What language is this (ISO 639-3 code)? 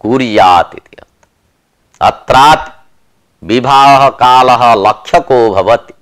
san